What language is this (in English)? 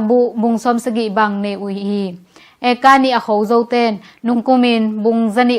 Tedim Chin